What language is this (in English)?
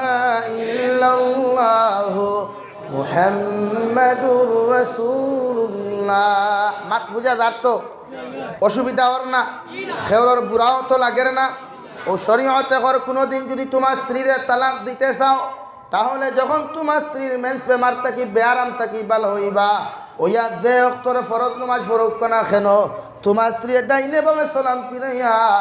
Sylheti